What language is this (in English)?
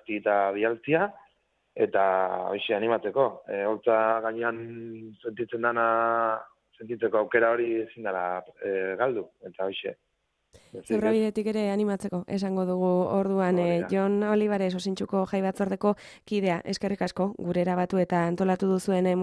Basque